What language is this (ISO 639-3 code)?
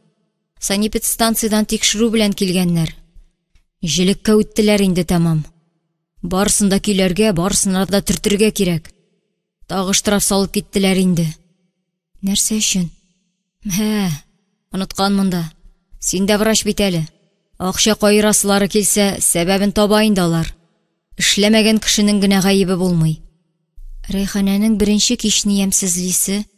tat